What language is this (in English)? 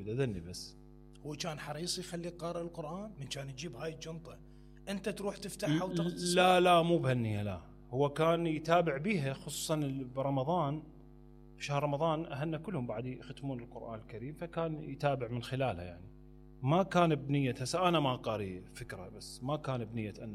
Mesopotamian Arabic